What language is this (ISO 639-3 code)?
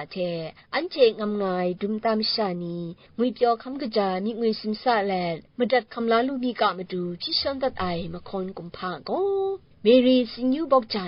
kac